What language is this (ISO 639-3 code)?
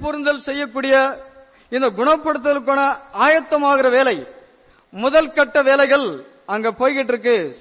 tam